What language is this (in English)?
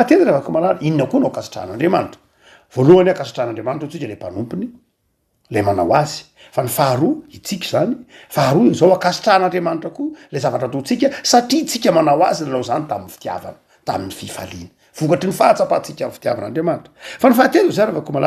Malagasy